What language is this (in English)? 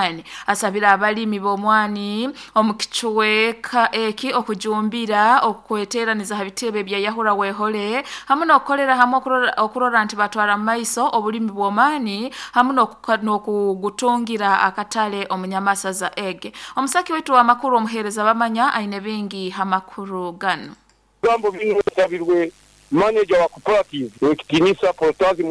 Nyoro